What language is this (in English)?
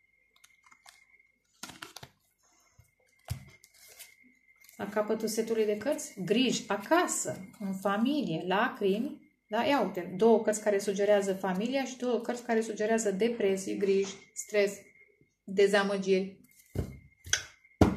Romanian